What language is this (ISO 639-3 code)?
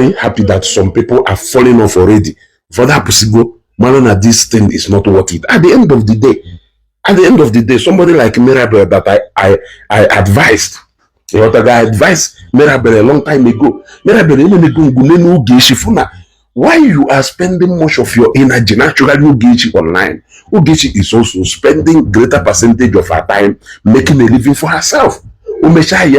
ibo